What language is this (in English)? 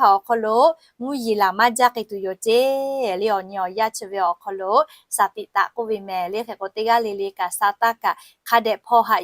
Lahu